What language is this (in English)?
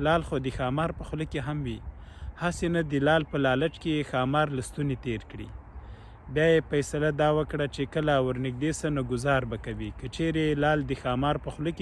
Pashto